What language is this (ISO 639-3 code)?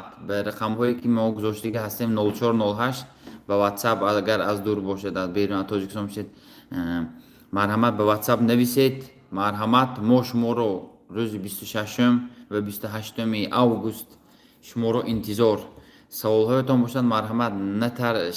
tgk